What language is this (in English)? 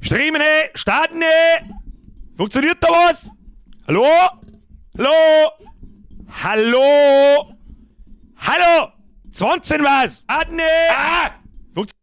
Bavarian